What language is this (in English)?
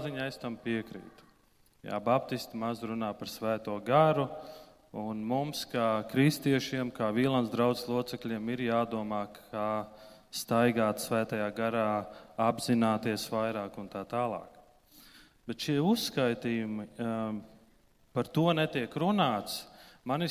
Latvian